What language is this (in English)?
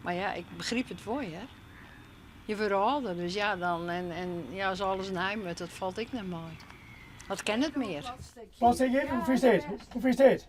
Western Frisian